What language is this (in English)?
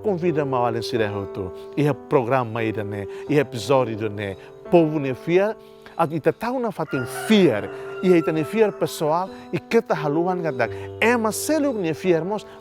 Tetum